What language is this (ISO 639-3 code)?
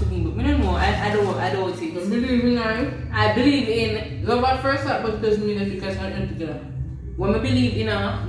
jam